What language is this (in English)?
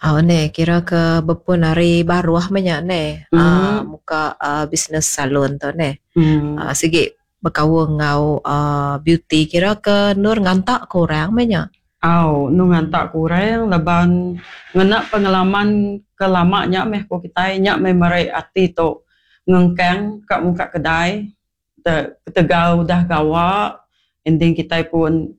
Iban